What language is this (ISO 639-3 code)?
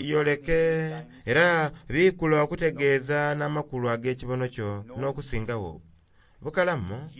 xog